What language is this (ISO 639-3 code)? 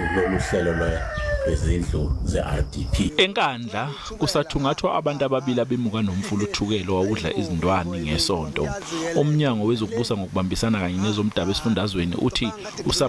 zul